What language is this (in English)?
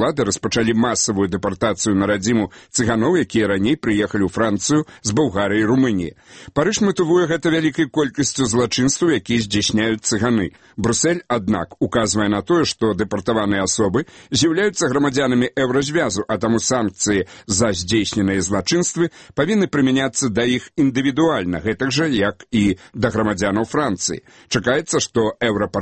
Belarusian